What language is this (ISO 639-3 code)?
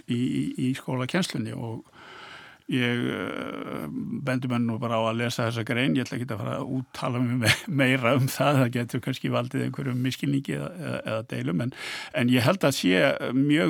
isl